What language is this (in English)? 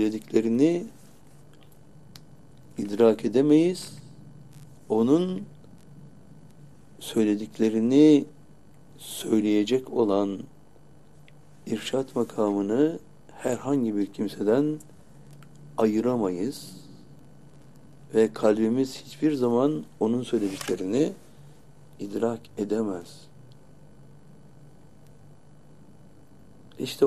Turkish